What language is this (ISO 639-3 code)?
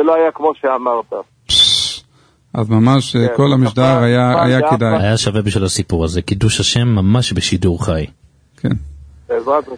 heb